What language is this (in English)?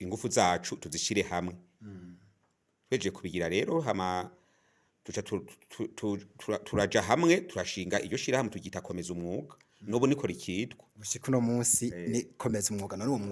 Rundi